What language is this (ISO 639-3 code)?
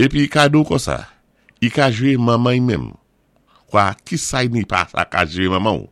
acf